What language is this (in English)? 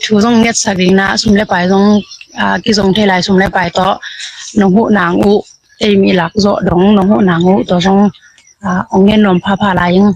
Tedim Chin